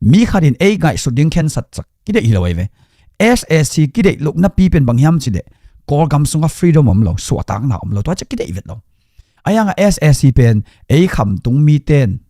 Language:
Tedim Chin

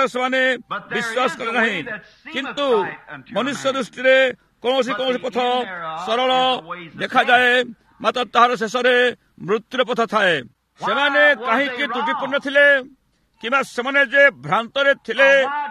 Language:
Odia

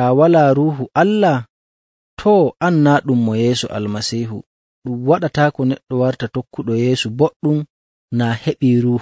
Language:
Nigerian Fulfulde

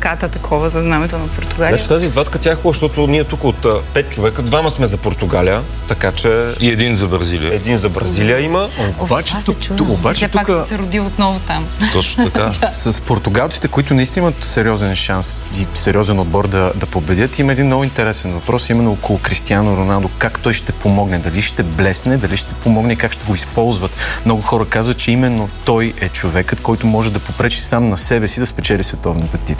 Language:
Bulgarian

